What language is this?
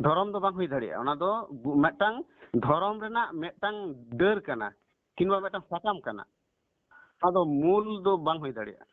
Santali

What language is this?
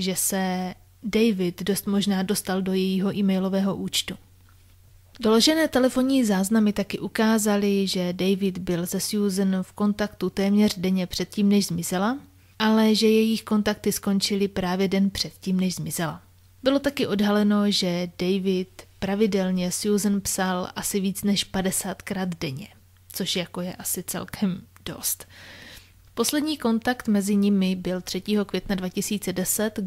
Czech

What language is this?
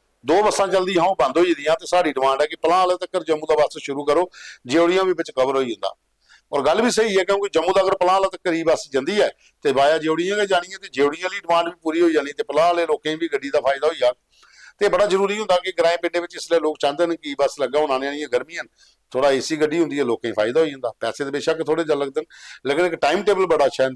Dogri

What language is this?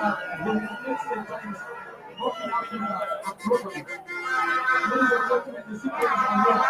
Acoli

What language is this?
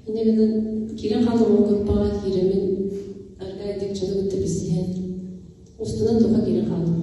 Yakut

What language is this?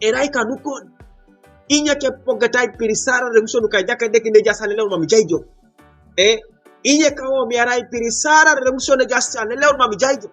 Teso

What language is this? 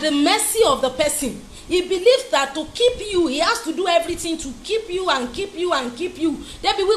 Yoruba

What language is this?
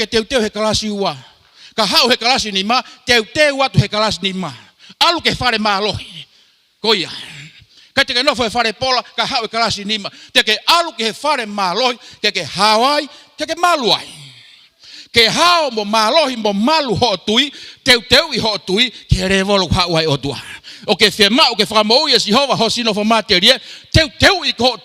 Tongan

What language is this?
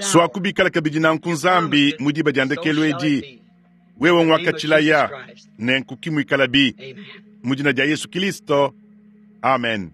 Luba-Lulua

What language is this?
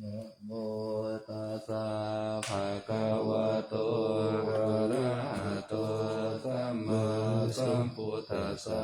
Pali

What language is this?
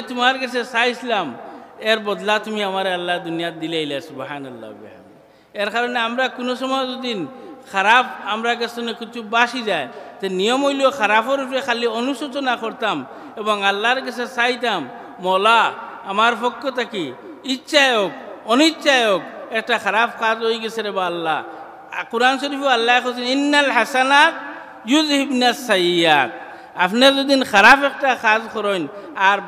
Sylheti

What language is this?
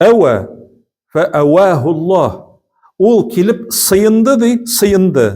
Tatar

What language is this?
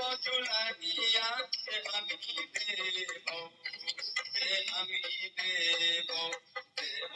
Magahi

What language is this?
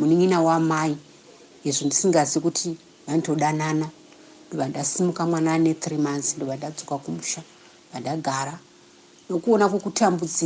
Shona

